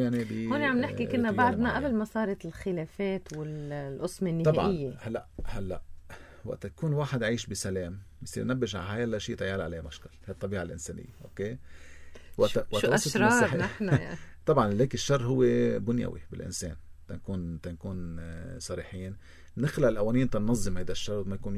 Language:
North Levantine Arabic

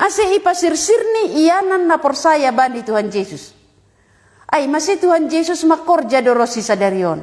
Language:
Batak Simalungun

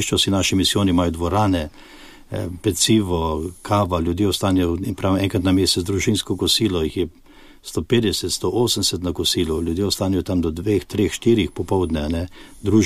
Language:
Slovenian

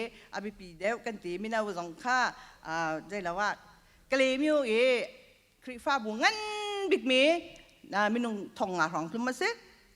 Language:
Hakha Chin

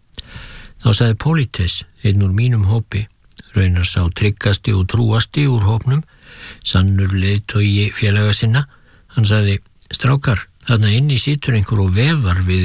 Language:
Icelandic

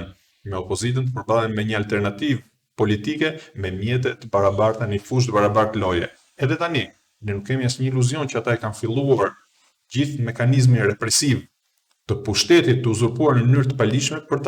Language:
Albanian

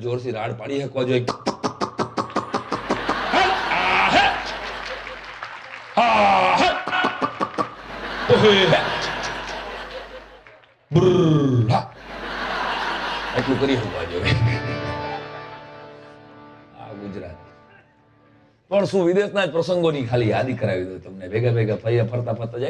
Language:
Gujarati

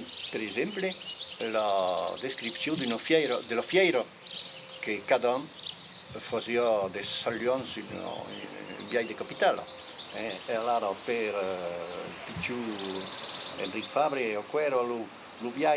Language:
Occitan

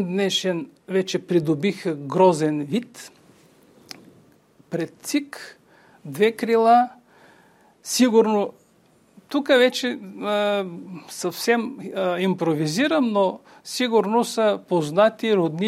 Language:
Bulgarian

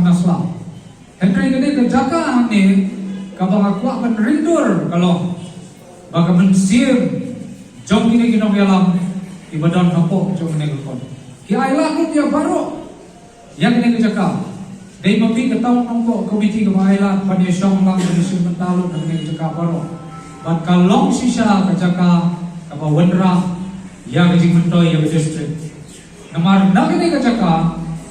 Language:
Khasi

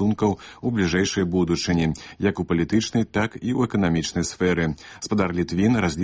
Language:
Belarusian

